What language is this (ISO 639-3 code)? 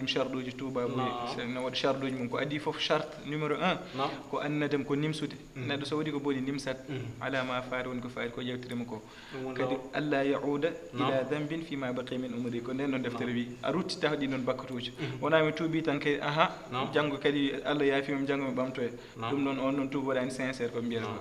ful